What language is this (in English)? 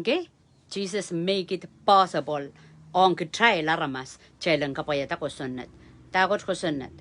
Pohnpeian